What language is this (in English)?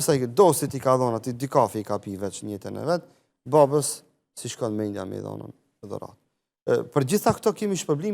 Albanian